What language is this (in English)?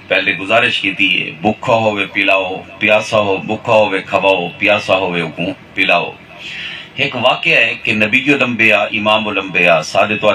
Saraiki